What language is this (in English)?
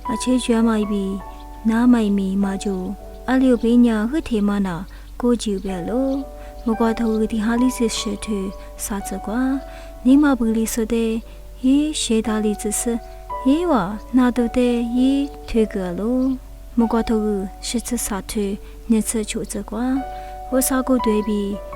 Lisu